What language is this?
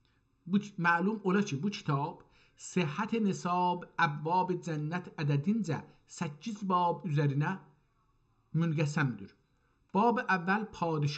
South Azerbaijani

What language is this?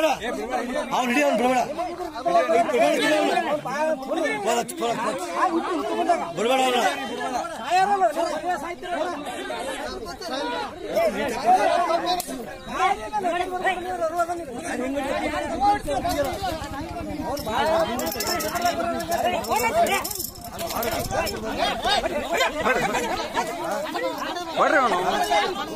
Kannada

